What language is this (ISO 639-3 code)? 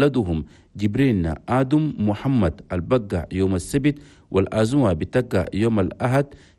shu